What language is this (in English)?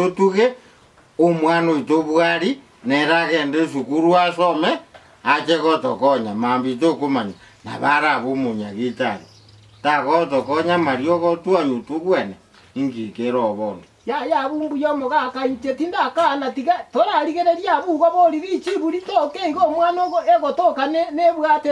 Gusii